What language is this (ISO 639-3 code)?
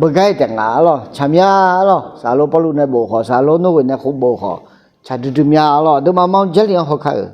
ahk